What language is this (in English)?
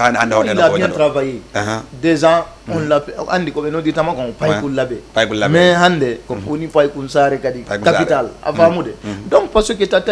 Fula